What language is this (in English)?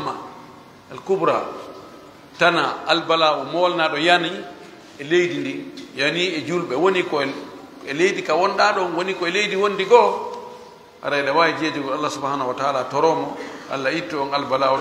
Fula